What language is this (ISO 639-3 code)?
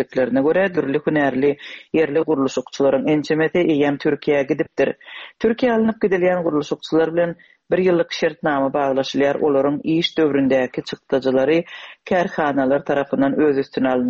tuk